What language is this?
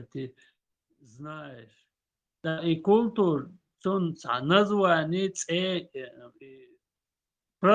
Chechen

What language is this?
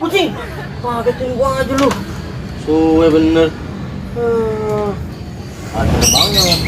Betawi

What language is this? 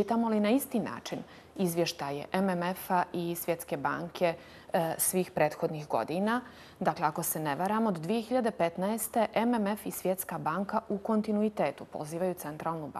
Bosnian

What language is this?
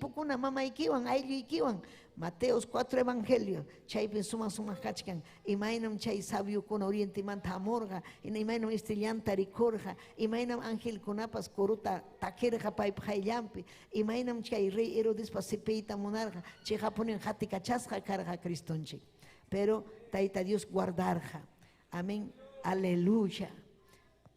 Ayacucho Quechua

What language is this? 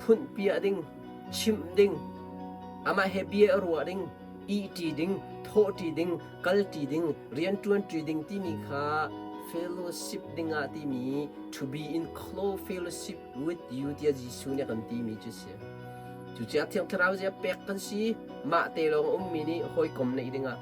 Hakha Chin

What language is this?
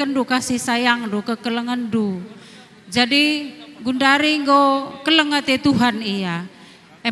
Batak Karo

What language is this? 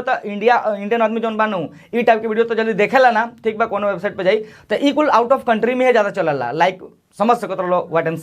Bhojpuri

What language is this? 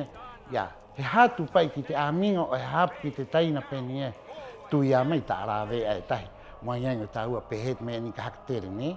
Rapanui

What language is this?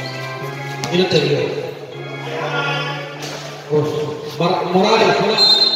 Filipino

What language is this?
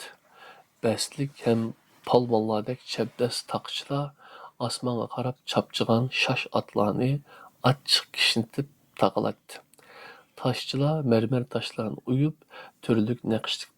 Uyghur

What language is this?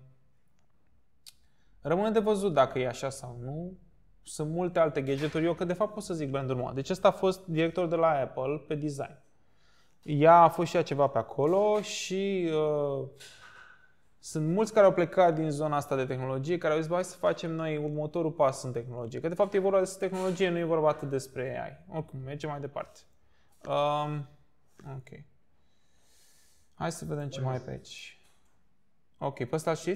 Romanian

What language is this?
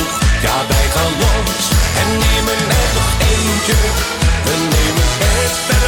Dutch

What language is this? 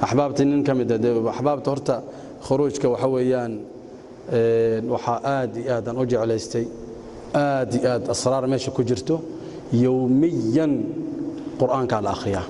Somali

